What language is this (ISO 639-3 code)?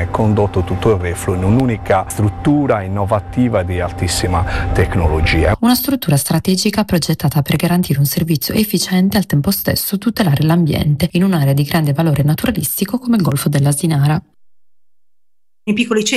ita